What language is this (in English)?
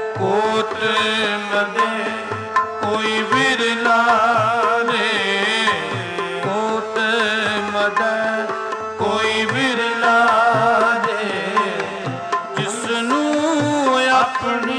Punjabi